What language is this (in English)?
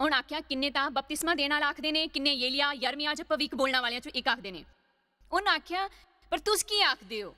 Dogri